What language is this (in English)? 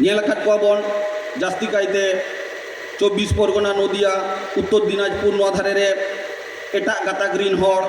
Santali